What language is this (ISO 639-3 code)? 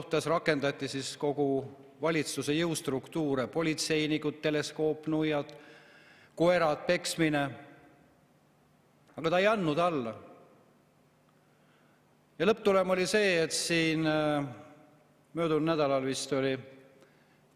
est